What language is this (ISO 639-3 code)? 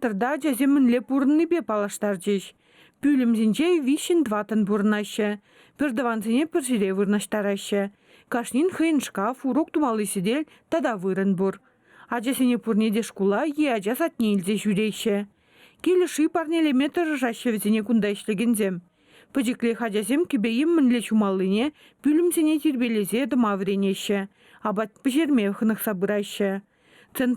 chv